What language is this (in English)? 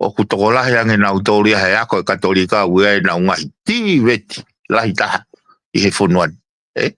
Tongan